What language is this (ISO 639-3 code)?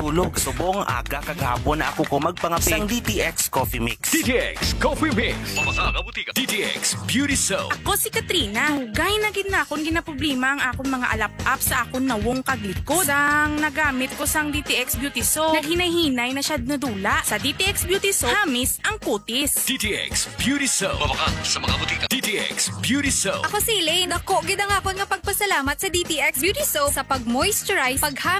hil